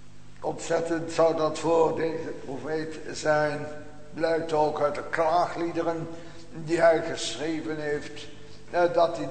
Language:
Dutch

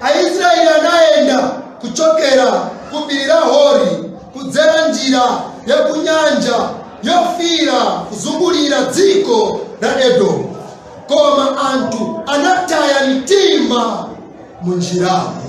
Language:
Nyanja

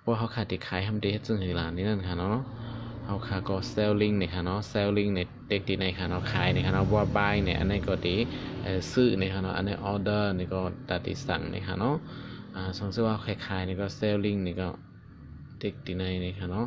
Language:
Shan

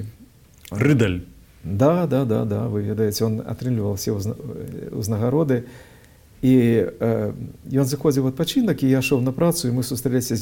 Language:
Belarusian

